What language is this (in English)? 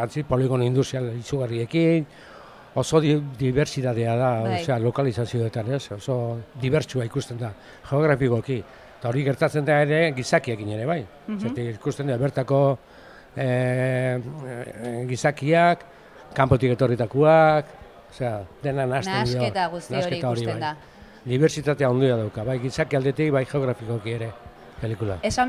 Basque